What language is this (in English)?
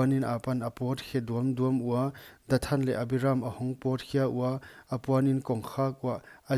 Paite Chin